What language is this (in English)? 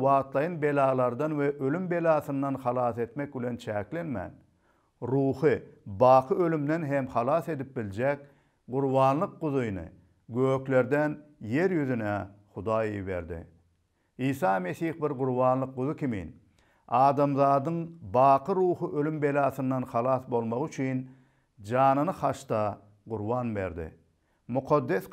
Turkmen